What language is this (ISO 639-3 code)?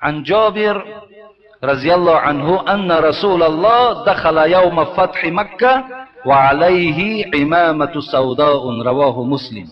tgk